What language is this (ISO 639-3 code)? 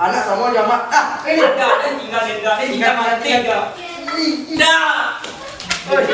min